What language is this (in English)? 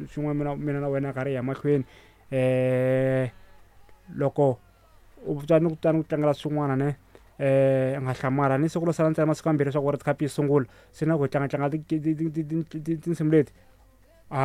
Tsonga